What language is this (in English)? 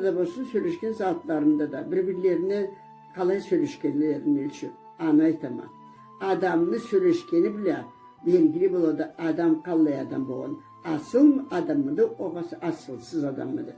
Karachay-Balkar